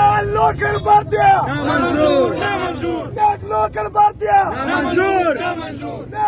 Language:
Pashto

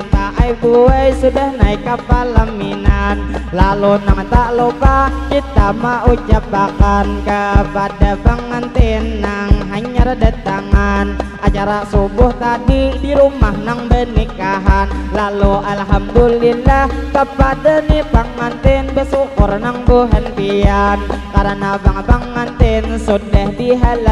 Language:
Banjar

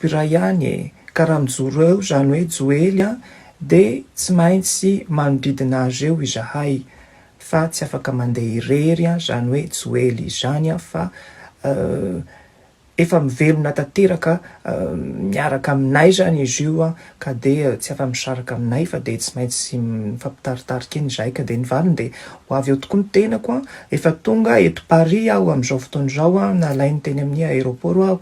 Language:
Malagasy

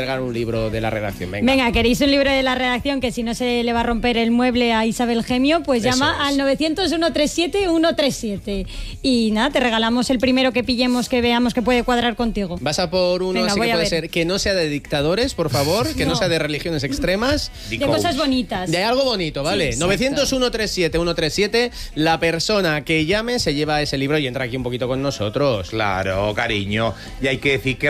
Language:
Spanish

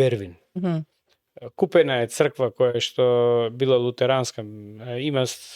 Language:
Macedonian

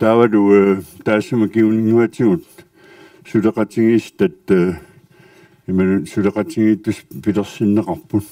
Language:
Kalaallisut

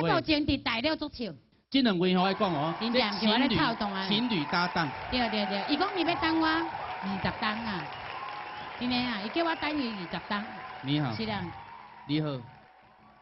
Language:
Min Nan Chinese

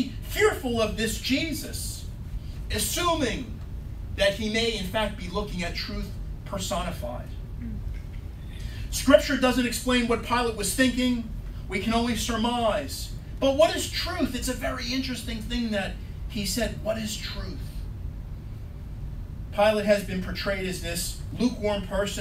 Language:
English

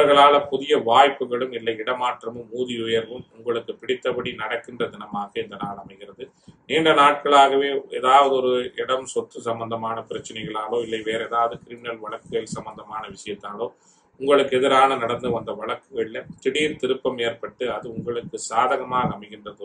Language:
Tamil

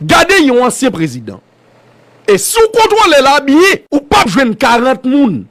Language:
Haitian Creole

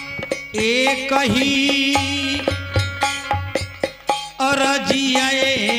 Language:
Bhojpuri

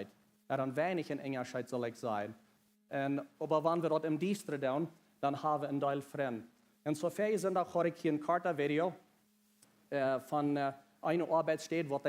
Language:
Plautdietsch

